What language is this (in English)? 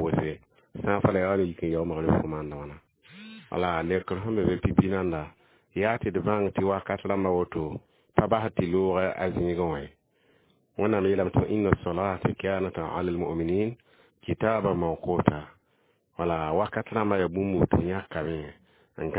Mossi